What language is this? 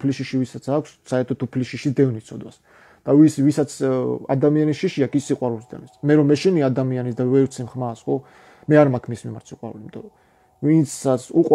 Georgian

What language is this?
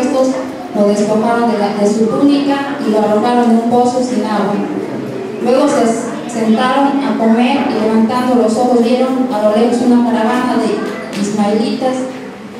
Spanish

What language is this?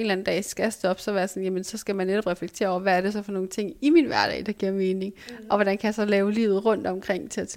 Danish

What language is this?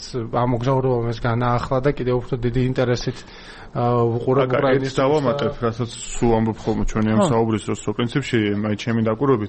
Georgian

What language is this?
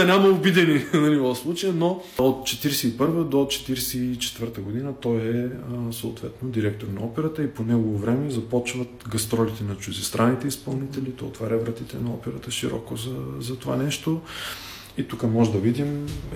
Bulgarian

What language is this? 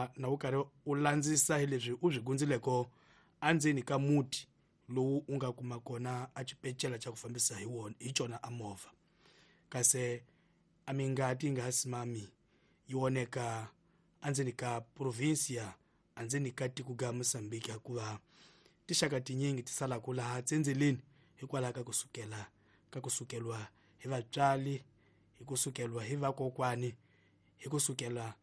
Tsonga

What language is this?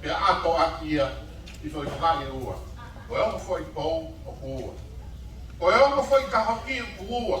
Tongan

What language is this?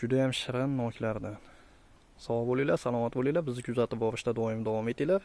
Uzbek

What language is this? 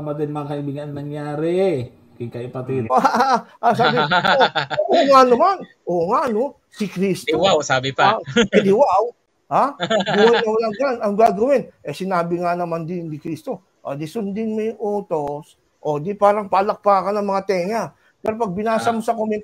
Filipino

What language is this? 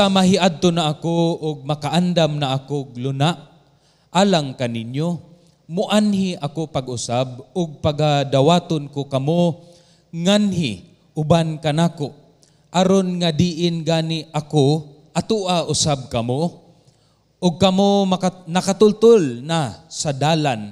Cebuano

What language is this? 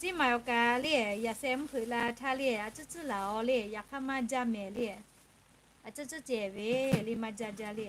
Lahu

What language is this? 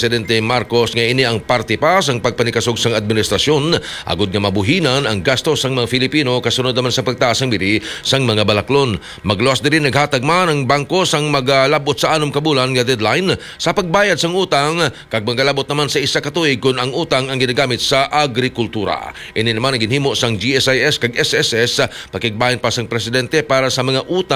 Hiligaynon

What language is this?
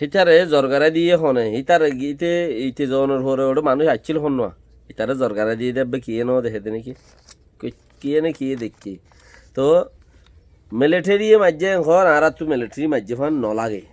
Rohingya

